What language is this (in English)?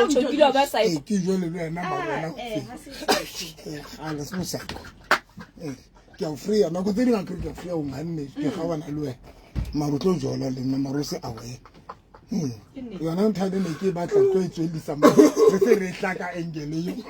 Southern Sotho